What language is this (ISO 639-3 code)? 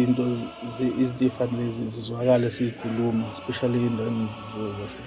zul